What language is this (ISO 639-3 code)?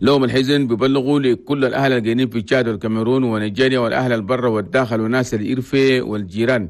shu